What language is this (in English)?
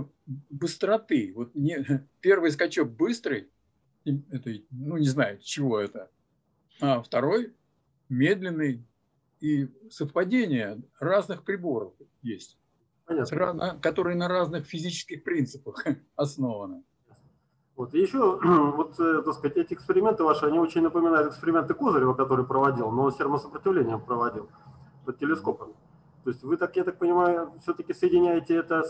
Russian